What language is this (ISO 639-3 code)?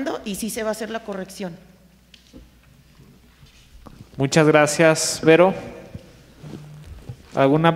spa